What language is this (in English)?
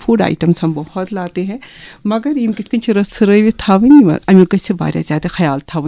Kashmiri